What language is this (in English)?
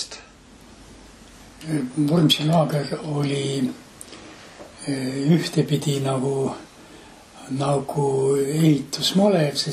Estonian